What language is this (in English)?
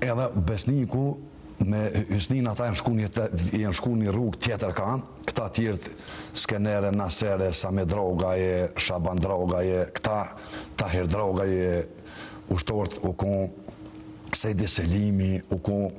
Albanian